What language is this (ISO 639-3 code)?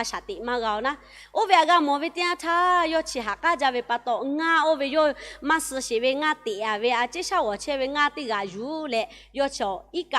lhu